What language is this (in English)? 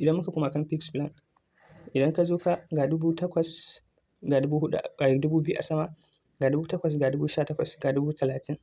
Hausa